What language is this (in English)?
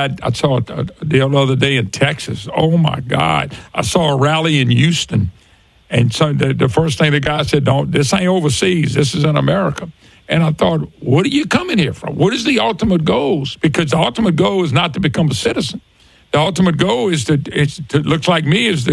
English